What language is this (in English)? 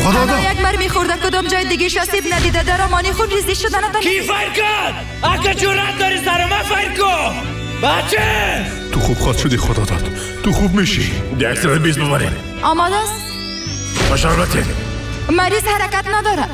Persian